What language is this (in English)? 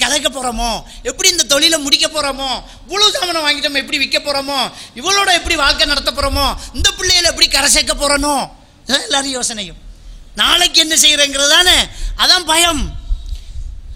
Tamil